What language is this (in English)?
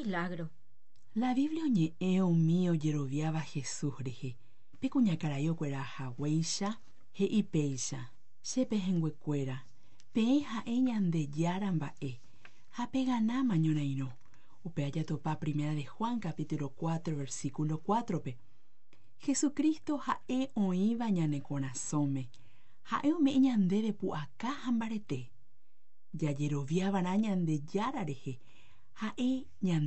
Guarani